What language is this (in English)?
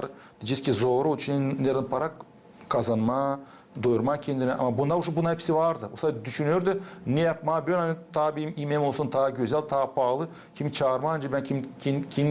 Gagauz